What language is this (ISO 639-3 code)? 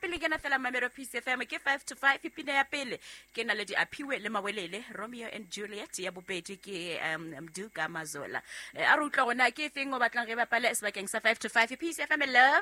sot